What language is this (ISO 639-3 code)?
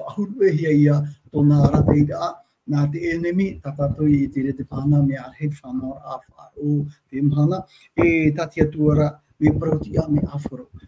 tah